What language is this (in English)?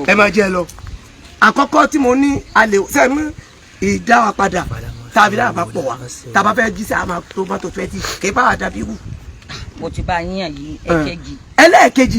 Yoruba